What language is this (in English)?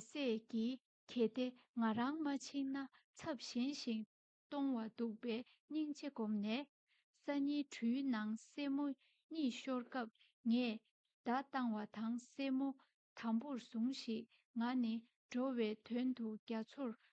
Tibetan